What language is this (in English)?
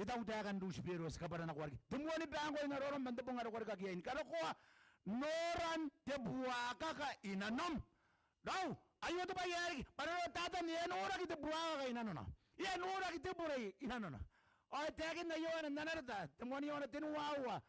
Gilbertese